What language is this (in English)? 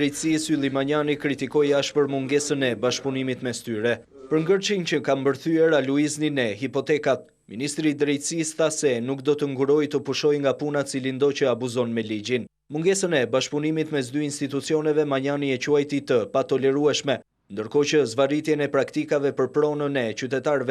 Albanian